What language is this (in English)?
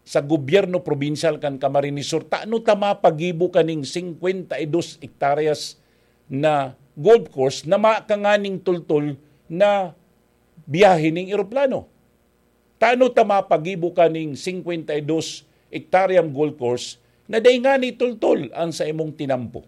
Bikol